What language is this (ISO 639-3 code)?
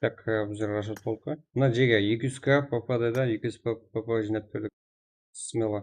kaa